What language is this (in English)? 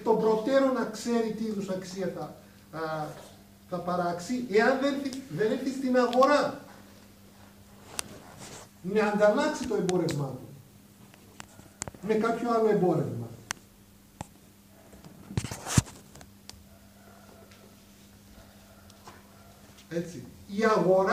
Greek